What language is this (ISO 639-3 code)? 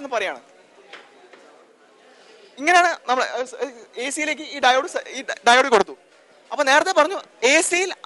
mal